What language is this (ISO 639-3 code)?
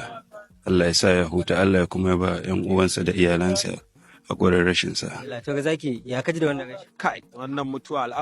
hau